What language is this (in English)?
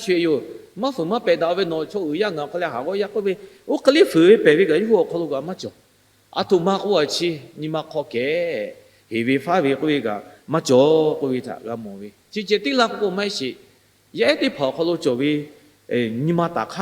Lahu